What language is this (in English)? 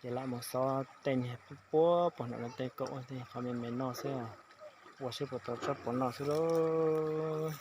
Hmong